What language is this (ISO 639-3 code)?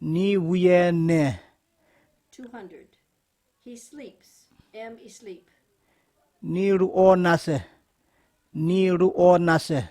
kms